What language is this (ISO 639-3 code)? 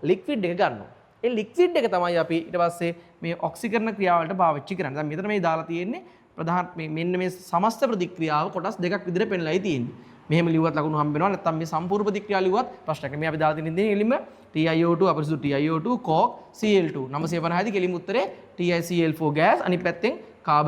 sin